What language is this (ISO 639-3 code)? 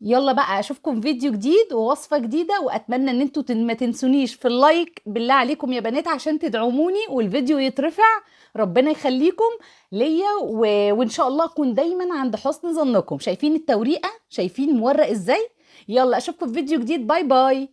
arz